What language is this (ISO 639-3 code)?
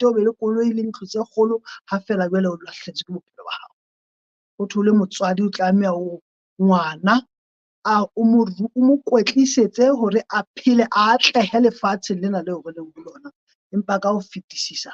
sot